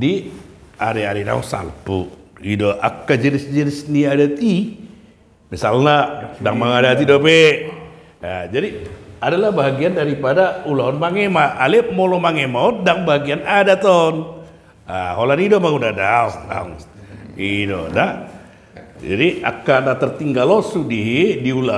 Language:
Batak Toba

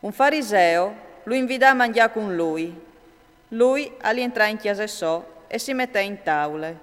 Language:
Friulian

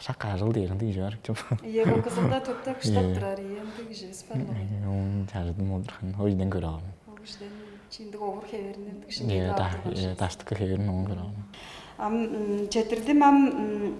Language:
Tuvinian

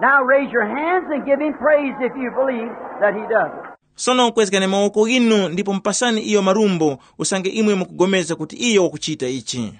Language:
Tumbuka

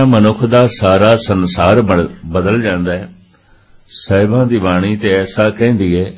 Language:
Punjabi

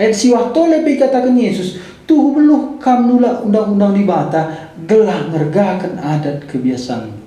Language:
Batak Karo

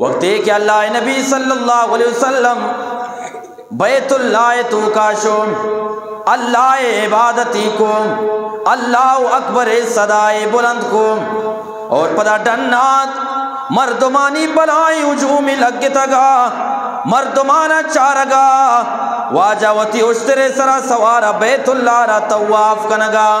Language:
Eastern Balochi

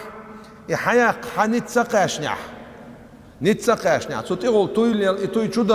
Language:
Chechen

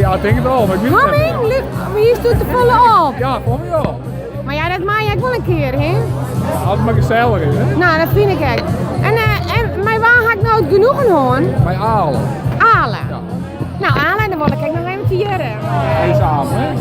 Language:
Western Frisian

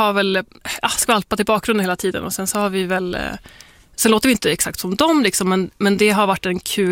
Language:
Swedish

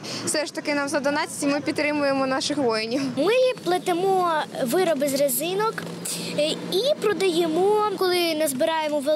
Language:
Ukrainian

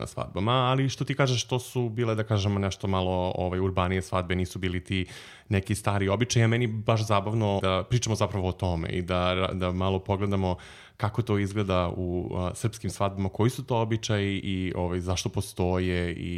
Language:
Serbian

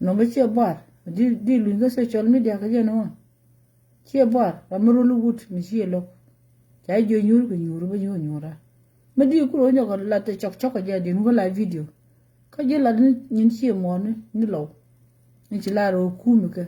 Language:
Nuer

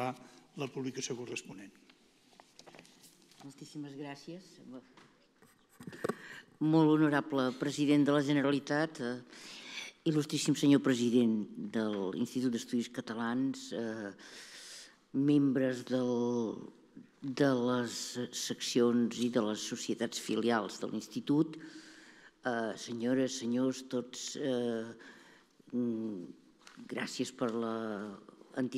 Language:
Catalan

